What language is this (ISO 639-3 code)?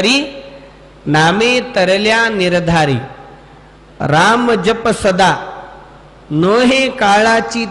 mar